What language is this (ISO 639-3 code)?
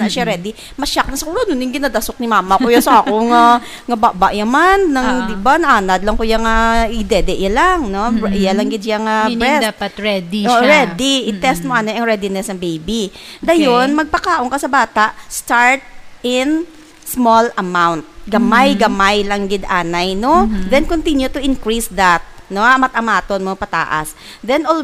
hil